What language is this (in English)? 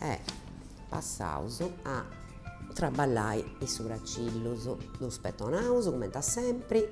Sardinian